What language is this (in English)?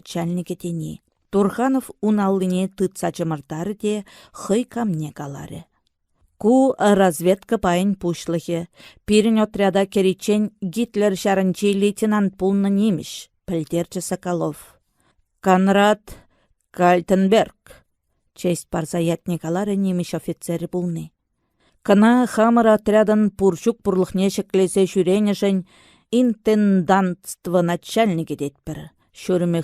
Chuvash